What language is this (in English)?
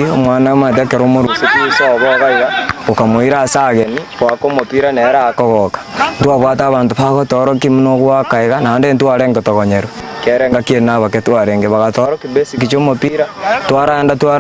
Gusii